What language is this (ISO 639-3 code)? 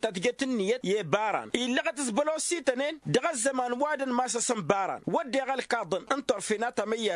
taq